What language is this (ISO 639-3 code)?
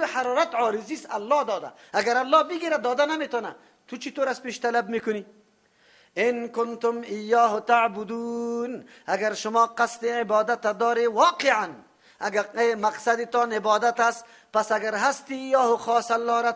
fas